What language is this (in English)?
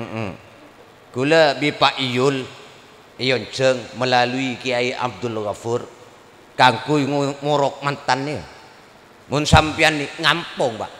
Madurese